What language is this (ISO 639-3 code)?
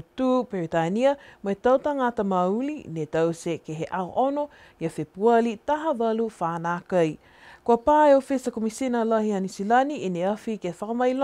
niu